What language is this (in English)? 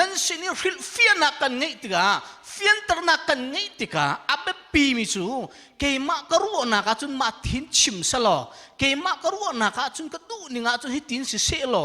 Hakha Chin